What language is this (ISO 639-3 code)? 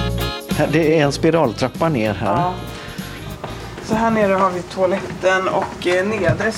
swe